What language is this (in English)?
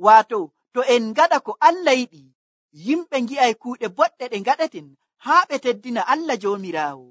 Nigerian Fulfulde